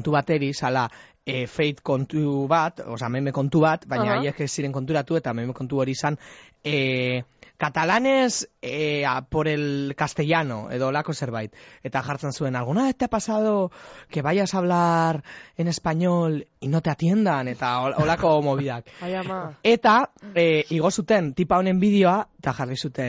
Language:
Basque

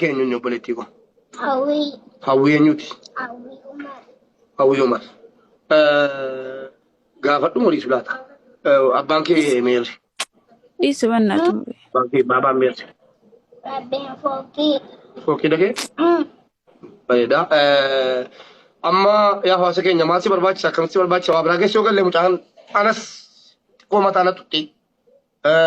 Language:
Oromo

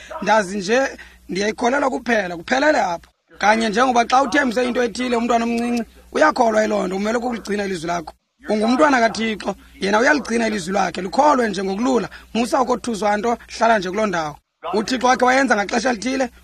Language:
Xhosa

